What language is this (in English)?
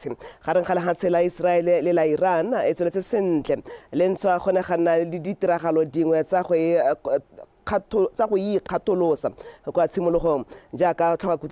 Tswana